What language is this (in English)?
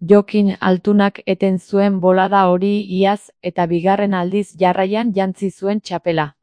Basque